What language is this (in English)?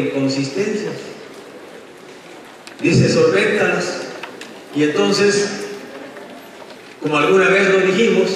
Spanish